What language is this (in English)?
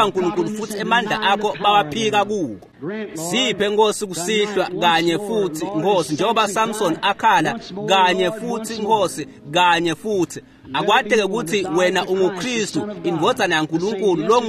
Swati